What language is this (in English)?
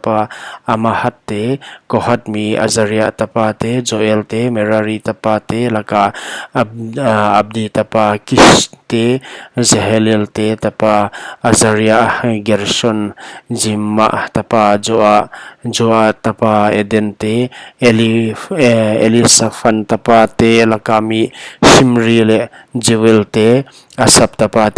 Paite Chin